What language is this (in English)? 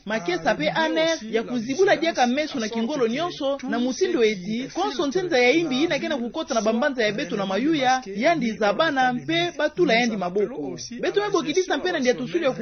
Kituba (Democratic Republic of Congo)